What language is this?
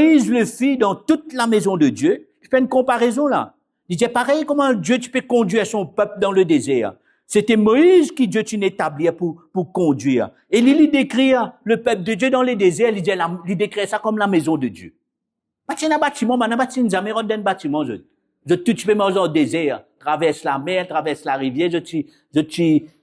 Morisyen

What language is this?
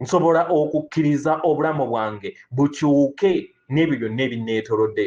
Ganda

